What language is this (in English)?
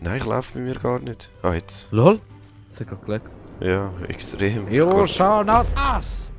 Swiss German